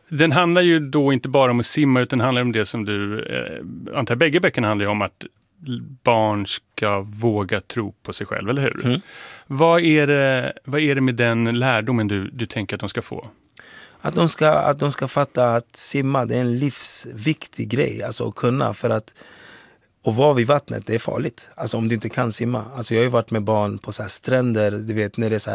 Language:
Swedish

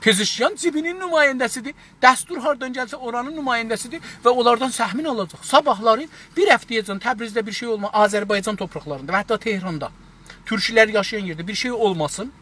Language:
South Azerbaijani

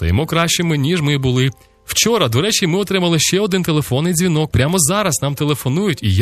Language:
Ukrainian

